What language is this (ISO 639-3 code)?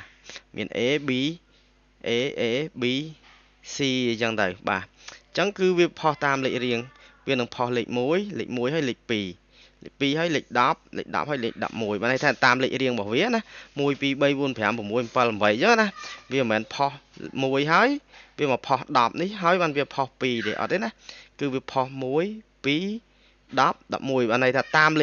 khm